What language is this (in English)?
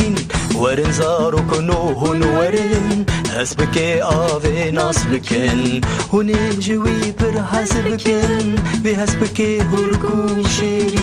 Kurdish